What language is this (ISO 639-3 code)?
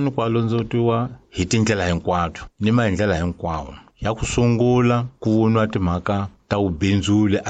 tso